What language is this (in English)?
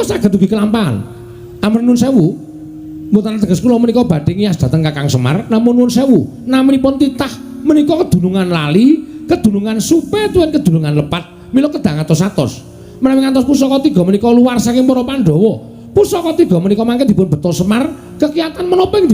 Javanese